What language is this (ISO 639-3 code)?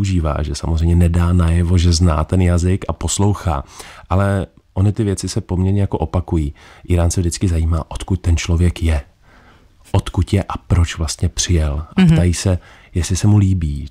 ces